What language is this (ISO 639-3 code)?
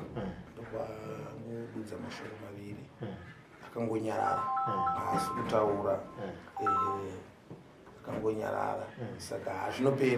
sna